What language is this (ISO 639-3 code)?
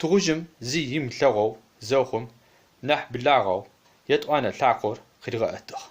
ady